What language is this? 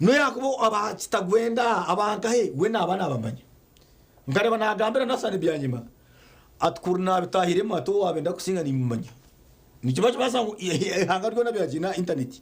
Nyankole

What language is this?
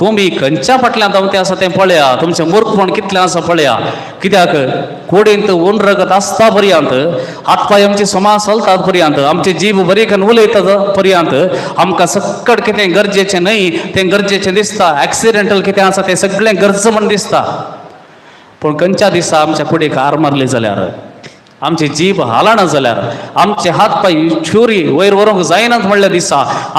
Konkani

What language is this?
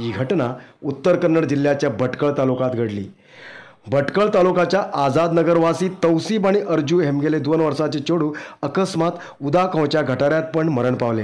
Konkani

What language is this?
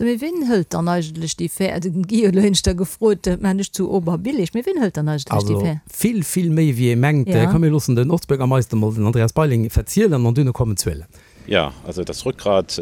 Luxembourgish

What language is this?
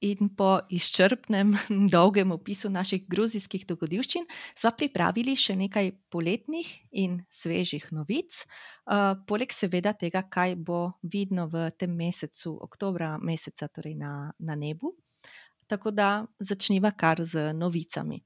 Slovenian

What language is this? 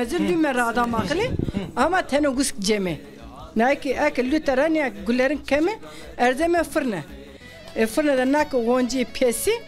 Zaza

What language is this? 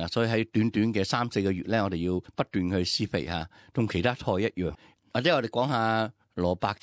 Cantonese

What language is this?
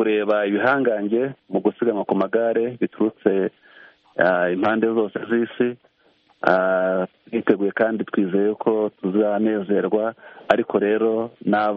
Kinyarwanda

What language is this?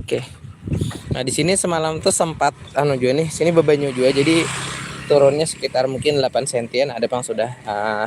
Banjar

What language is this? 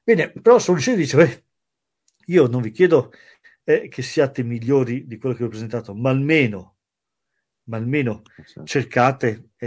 Italian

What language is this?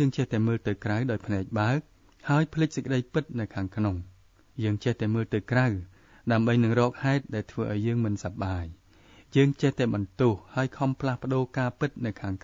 Khmer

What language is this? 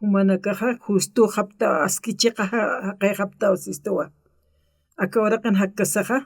Aymara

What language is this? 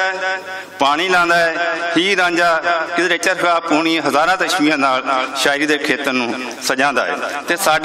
Western Panjabi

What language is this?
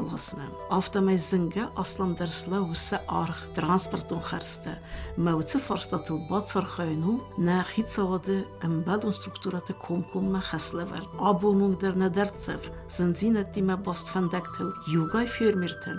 Ossetic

